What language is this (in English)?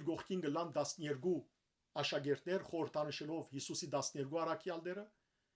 Western Armenian